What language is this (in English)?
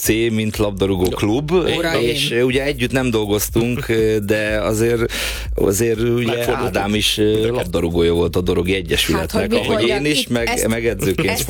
Hungarian